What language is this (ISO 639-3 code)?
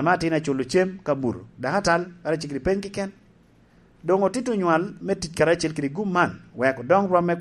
laj